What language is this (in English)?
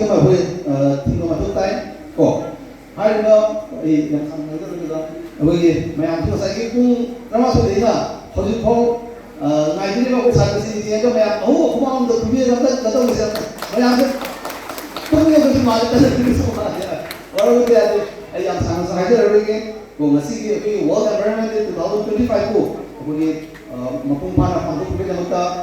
Manipuri